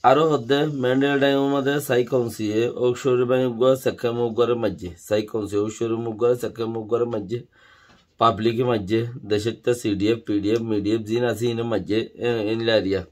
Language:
Rohingya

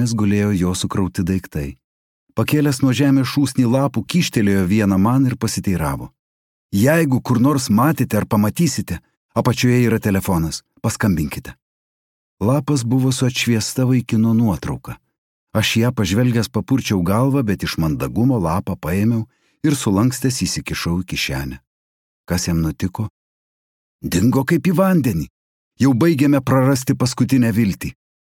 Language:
Lithuanian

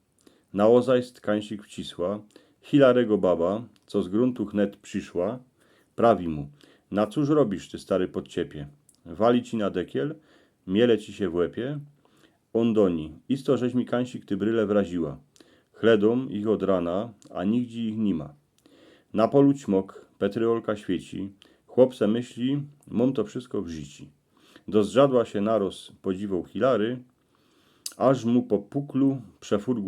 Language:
Silesian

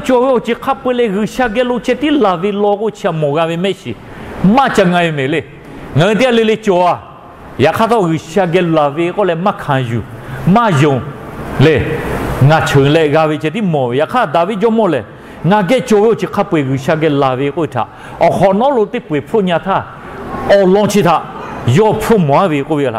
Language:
Lahu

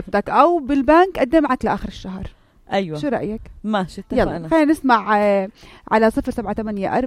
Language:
North Levantine Arabic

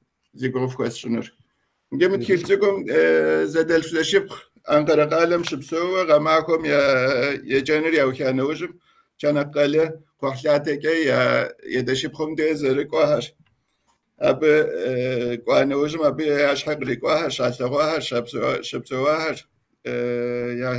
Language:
Kabardian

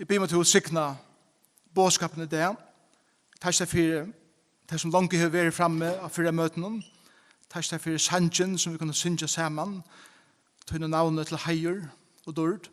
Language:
Faroese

